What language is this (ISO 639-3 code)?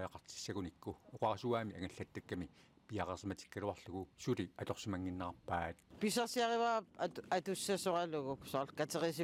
kal